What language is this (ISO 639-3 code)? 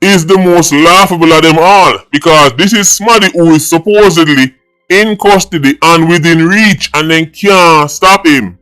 jam